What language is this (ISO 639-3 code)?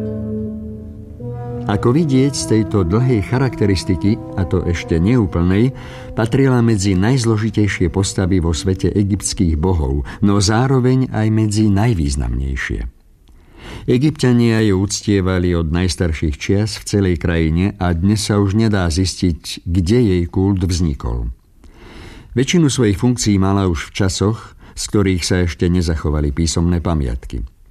slk